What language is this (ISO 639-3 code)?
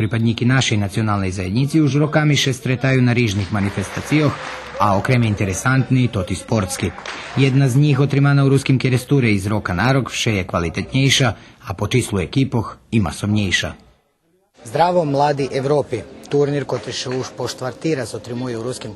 rue